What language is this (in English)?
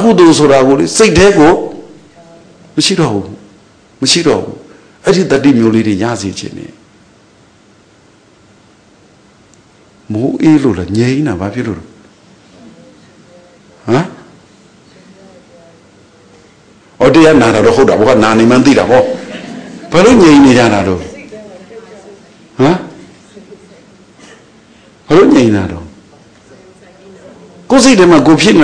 Burmese